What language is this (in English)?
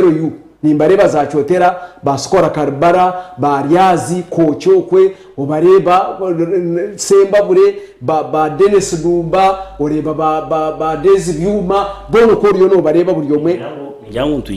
Nyankole